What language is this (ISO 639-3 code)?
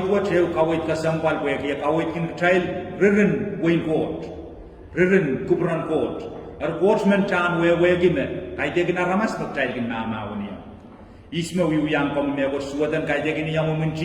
pon